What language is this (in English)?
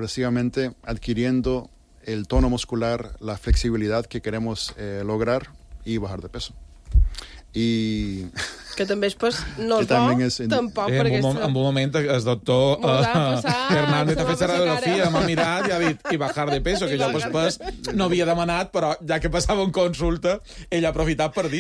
Catalan